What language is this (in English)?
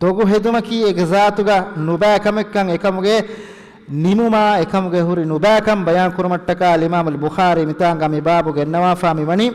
Divehi